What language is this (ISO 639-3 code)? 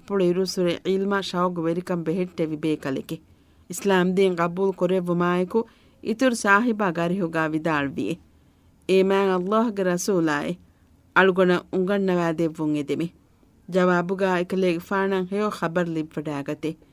div